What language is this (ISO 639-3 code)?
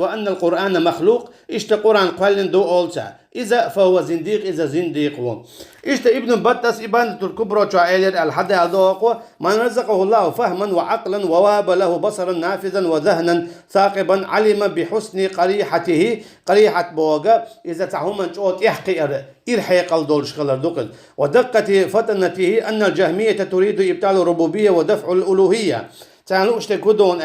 che